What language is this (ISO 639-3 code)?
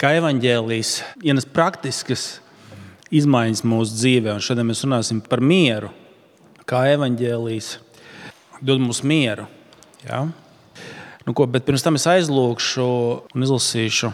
lav